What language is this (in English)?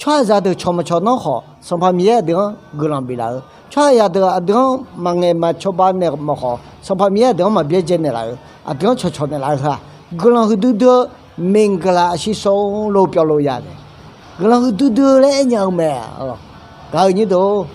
Akha